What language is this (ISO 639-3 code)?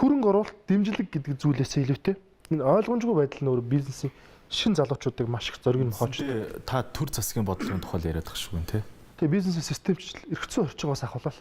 mon